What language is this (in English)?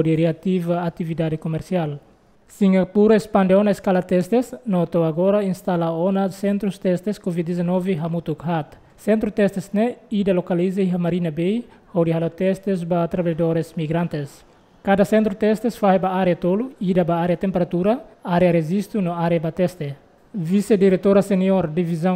Tetum